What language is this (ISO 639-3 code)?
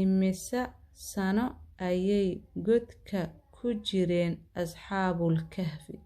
som